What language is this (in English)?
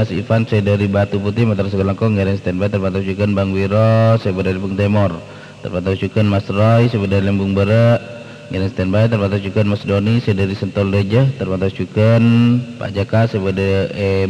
Madurese